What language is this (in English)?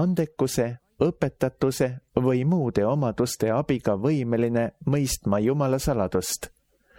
Estonian